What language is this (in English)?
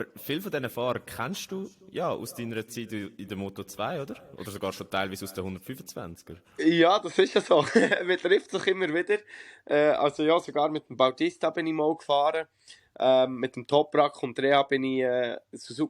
Swiss German